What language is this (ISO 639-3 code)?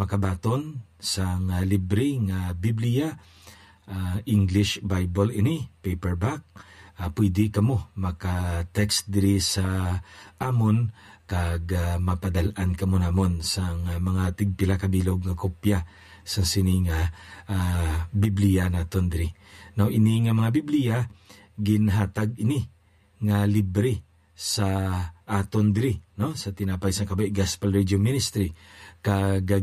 hil